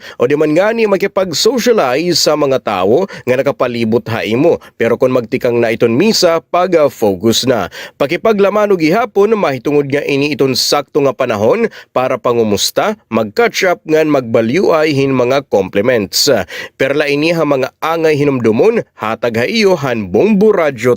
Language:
Waray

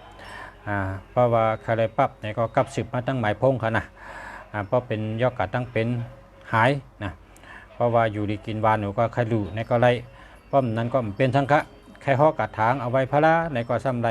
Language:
Shan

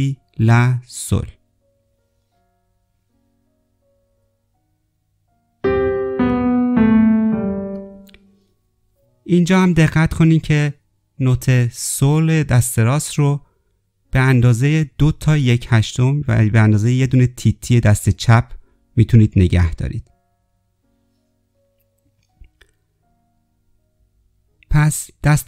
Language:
Persian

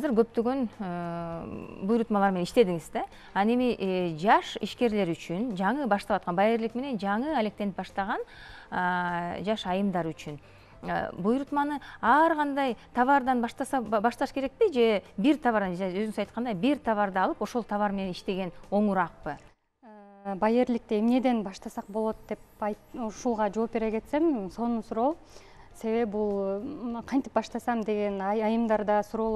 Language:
Kyrgyz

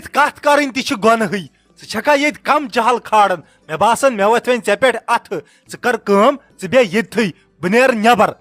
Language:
Kashmiri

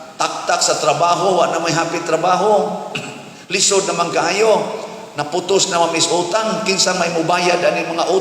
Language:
Cebuano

